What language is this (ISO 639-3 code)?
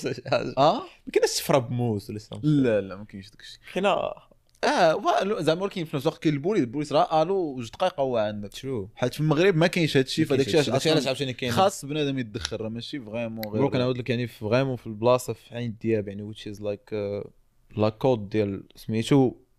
ary